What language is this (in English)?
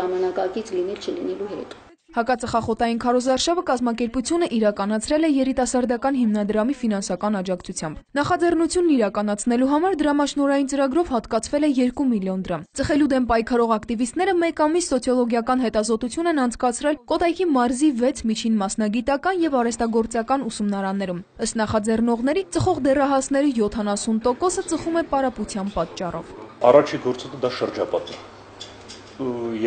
Armenian